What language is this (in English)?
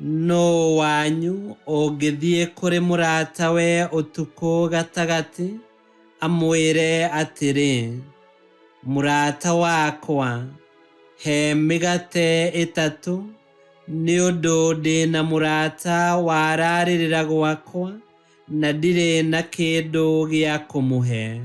Kikuyu